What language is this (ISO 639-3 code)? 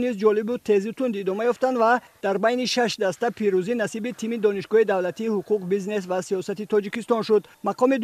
tgk